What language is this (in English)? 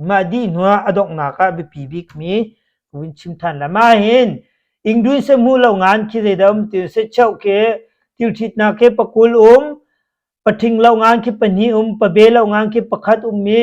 Hakha Chin